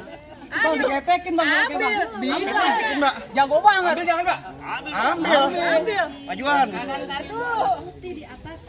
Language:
Betawi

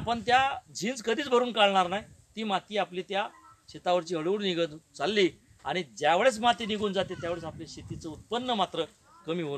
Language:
Marathi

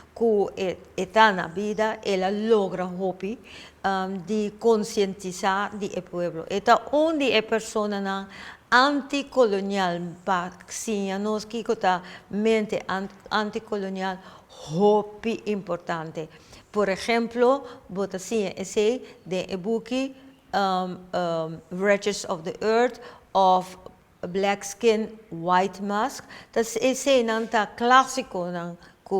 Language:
Papiamento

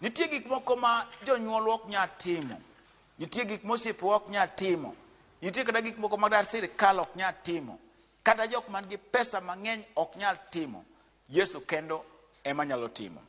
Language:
Luo (Kenya and Tanzania)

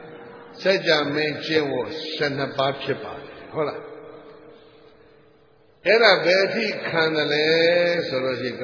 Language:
Burmese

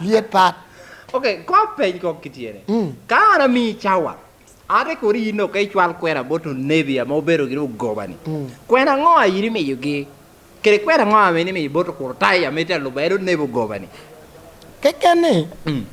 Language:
Lango (Uganda)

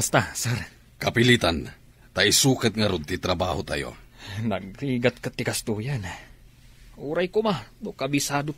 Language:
Iloko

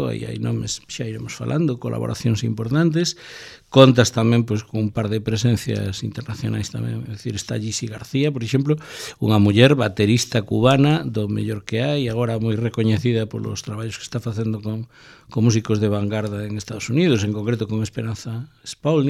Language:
Galician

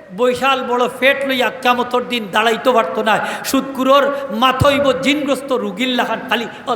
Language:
Sylheti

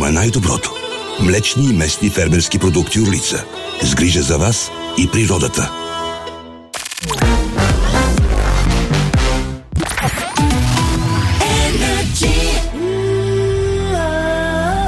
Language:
Bulgarian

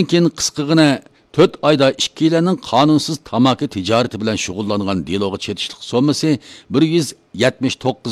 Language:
Uyghur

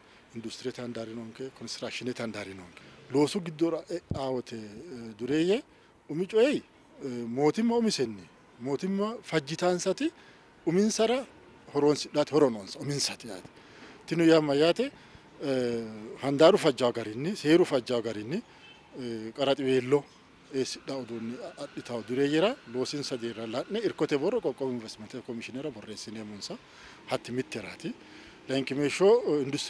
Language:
Sidamo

